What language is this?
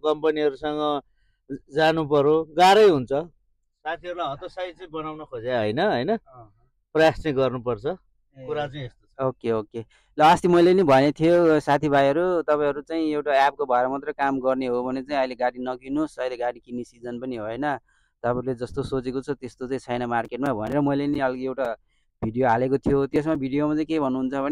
Nepali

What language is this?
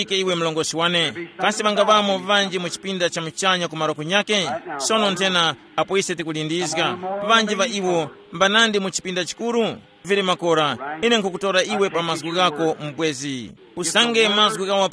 Tumbuka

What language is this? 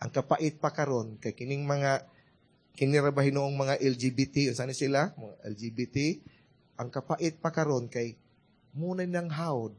Cebuano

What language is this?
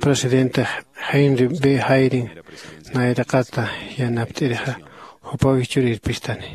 Aymara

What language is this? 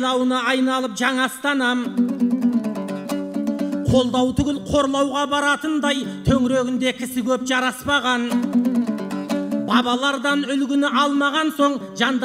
Kazakh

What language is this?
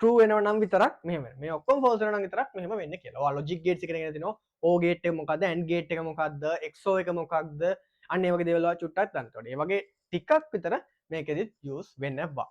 Sinhala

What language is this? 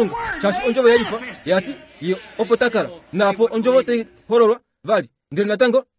Kuanyama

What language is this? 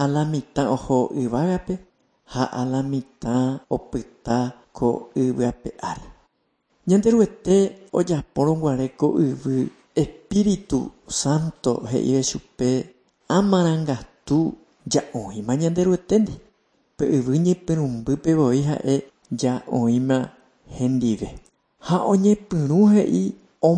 Guarani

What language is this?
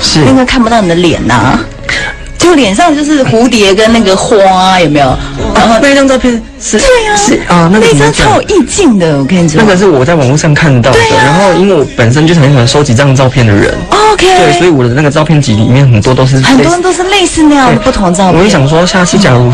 Chinese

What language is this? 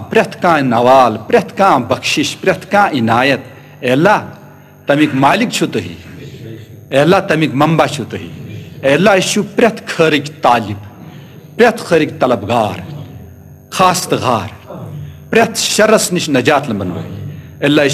Kashmiri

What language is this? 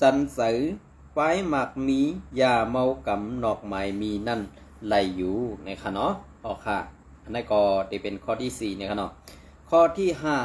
Shan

